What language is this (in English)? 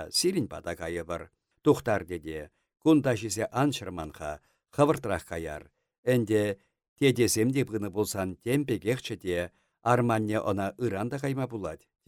Chuvash